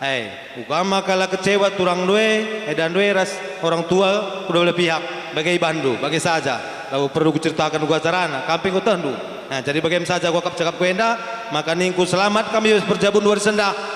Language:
Batak Karo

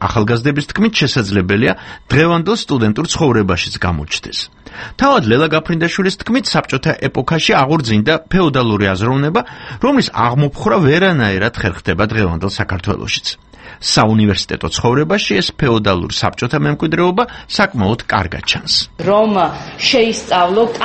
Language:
Georgian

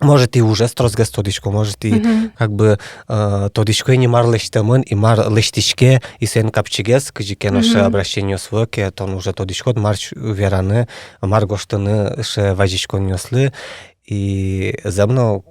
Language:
Udmurt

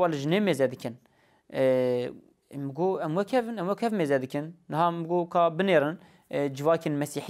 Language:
Kurdish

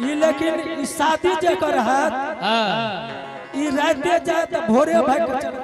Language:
Angika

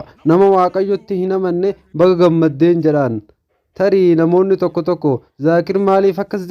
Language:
Oromo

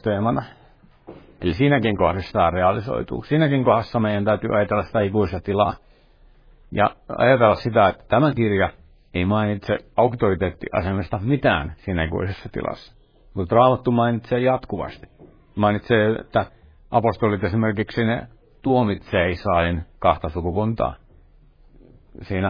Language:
Finnish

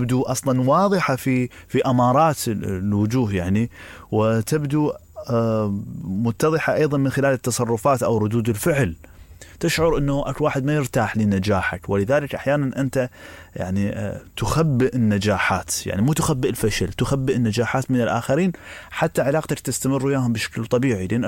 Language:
Mesopotamian Arabic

